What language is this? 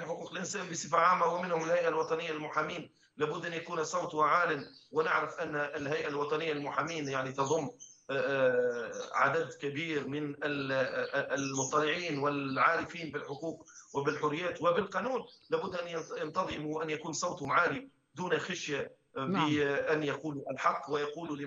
Tunisian Arabic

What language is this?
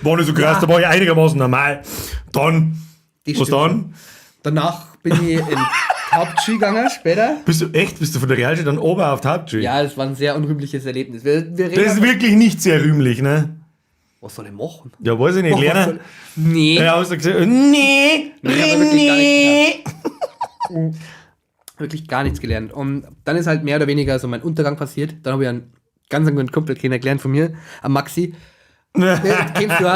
Bavarian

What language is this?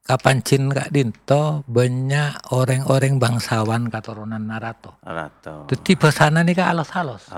Madurese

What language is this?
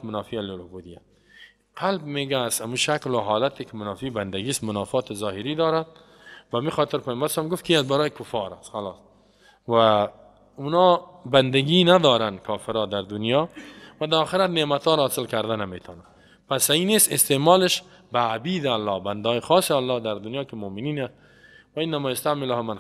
Persian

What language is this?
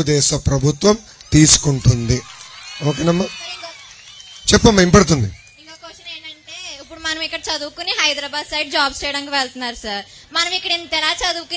Telugu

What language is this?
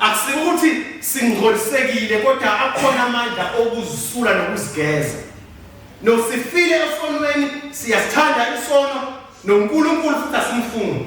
Zulu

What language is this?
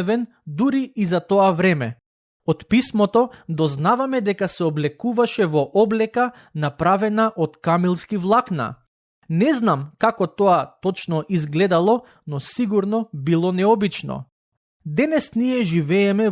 Macedonian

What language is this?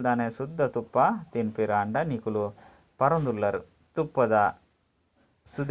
Tulu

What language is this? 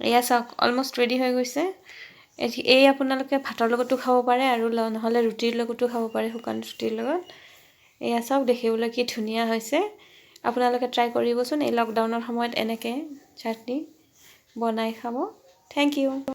Assamese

